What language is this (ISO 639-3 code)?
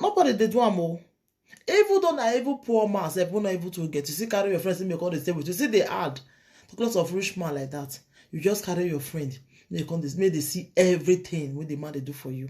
pcm